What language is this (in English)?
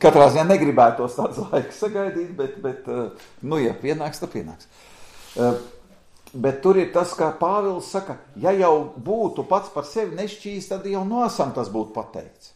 Latvian